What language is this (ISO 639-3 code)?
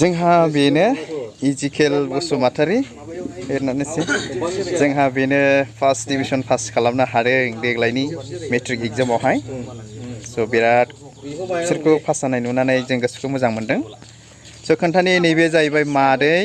brx